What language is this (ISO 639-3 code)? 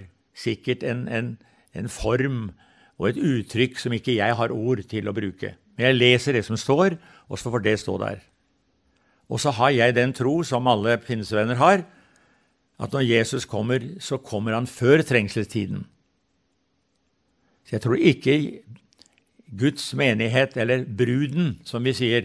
nor